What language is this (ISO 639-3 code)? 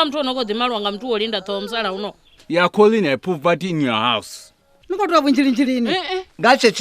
ven